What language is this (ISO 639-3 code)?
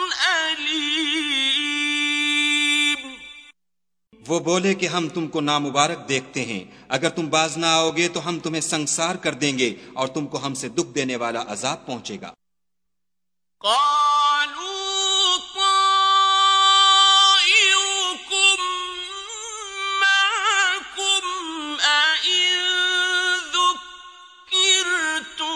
urd